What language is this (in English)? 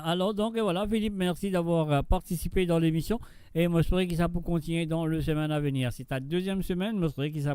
Morisyen